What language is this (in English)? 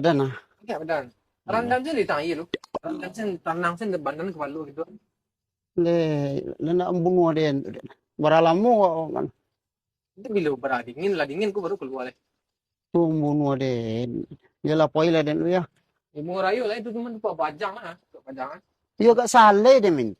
Minangkabau